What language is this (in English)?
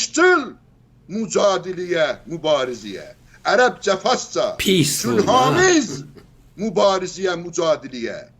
South Azerbaijani